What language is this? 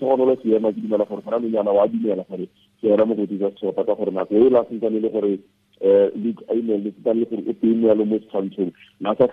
Tswana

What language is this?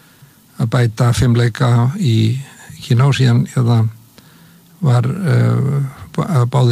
Icelandic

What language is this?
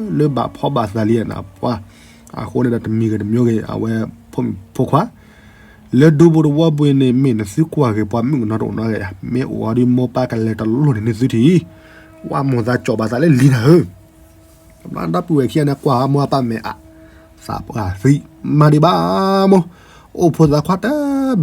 S'gaw Karen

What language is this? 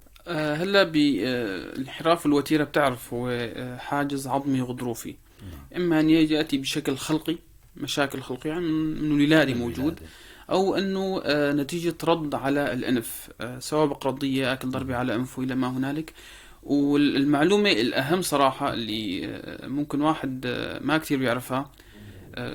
North Levantine Arabic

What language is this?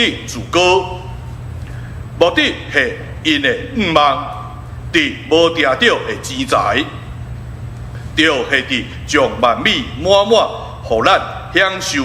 Min Nan Chinese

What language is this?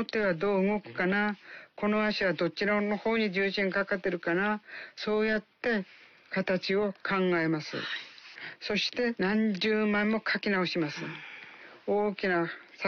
Japanese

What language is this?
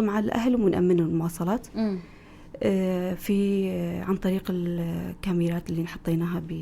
North Levantine Arabic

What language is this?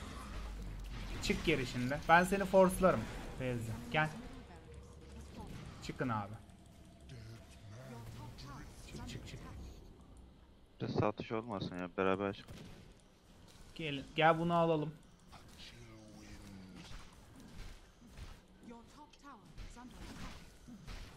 Turkish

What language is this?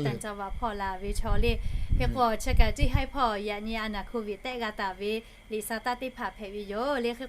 Lahu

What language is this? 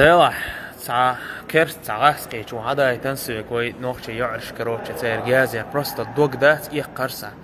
Chechen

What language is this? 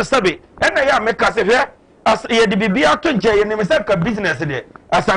Akan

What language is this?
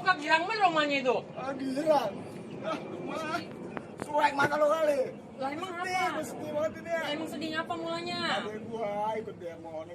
Betawi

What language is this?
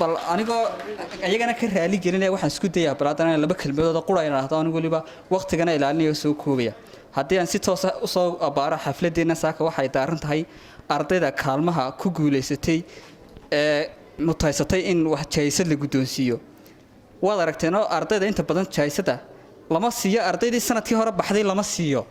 Somali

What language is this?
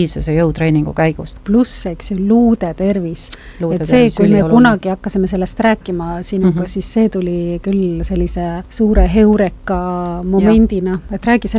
Estonian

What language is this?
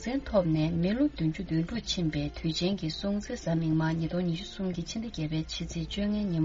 Tibetan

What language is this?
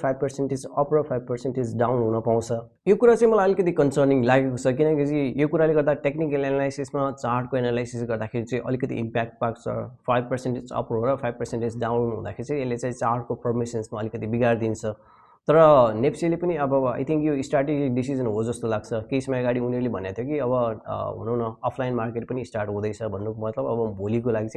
Nepali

